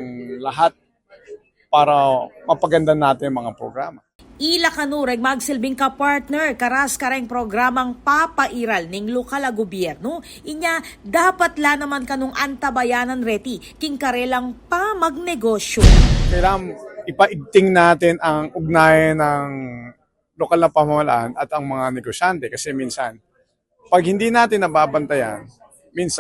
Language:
Pampanga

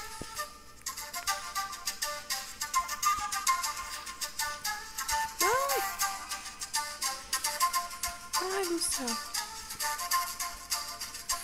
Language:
Portuguese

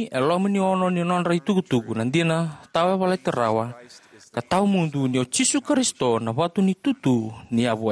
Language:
Fijian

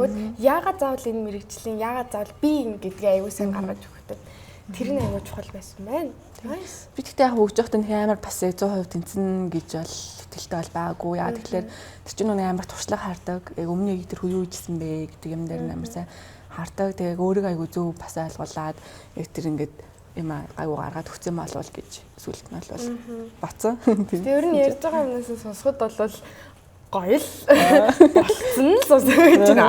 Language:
Mongolian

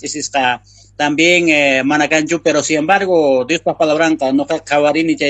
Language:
South Bolivian Quechua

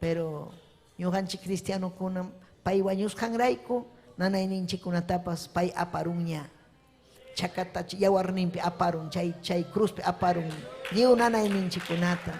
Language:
Ayacucho Quechua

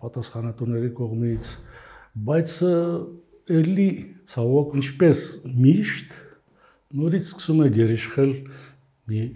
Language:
Armenian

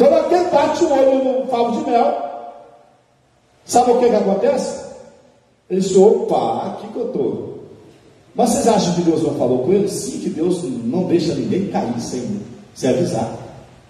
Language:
Portuguese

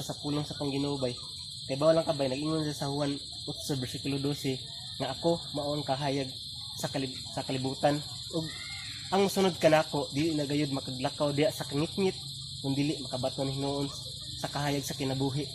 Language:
Cebuano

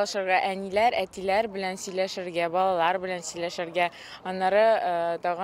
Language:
Tatar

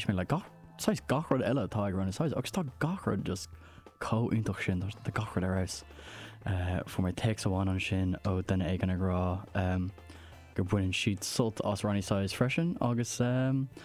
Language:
Irish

